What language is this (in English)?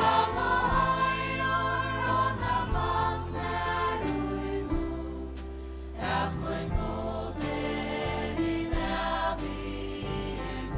Faroese